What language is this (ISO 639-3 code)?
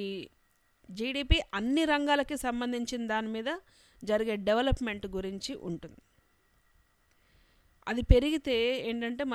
tel